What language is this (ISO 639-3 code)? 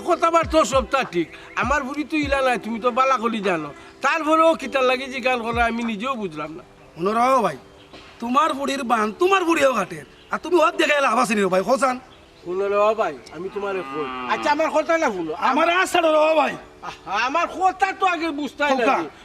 syl